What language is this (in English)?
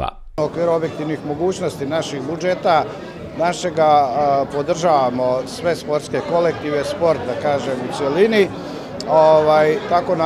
Bosnian